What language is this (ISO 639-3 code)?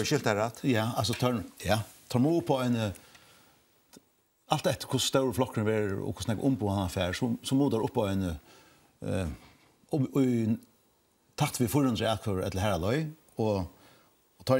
fao